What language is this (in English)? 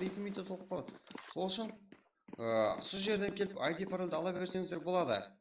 Kara-Kalpak